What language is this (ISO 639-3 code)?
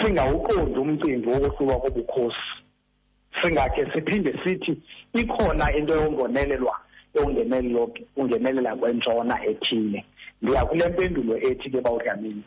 xho